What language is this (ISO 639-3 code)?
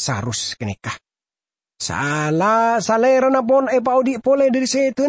mad